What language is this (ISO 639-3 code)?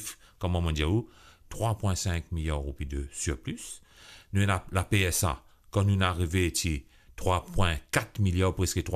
mfe